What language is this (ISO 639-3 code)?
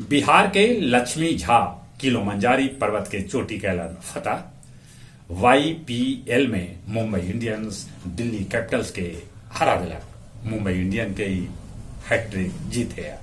mag